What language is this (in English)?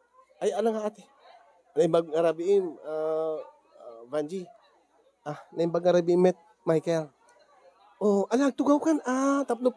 Iloko